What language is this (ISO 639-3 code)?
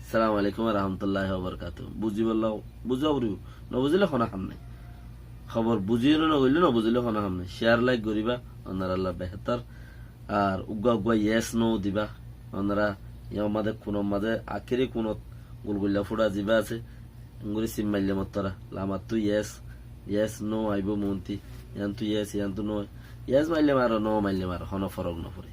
rhg